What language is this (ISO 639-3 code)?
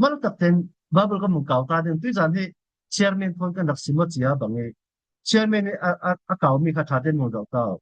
cfm